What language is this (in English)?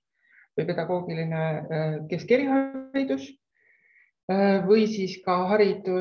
Estonian